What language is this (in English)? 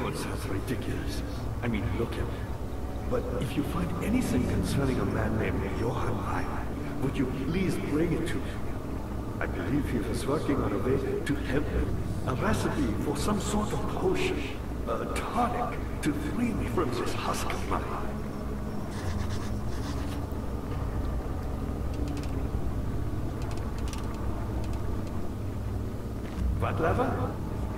English